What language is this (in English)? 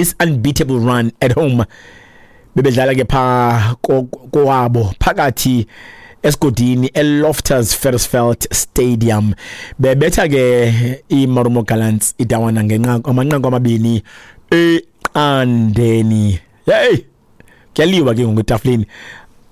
Xhosa